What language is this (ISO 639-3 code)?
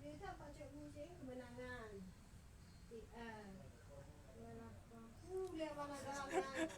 ace